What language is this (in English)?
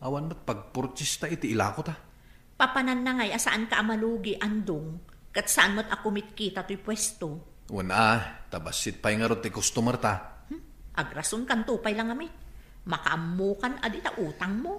Iloko